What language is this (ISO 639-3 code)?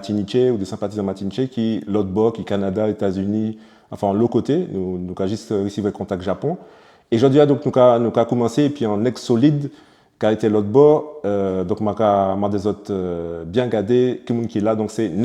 gcf